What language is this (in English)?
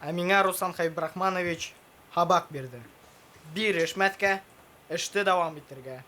Bashkir